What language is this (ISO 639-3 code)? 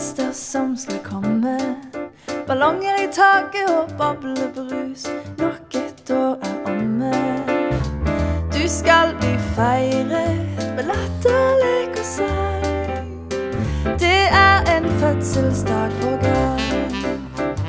nor